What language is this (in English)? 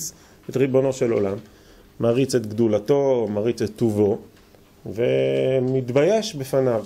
Hebrew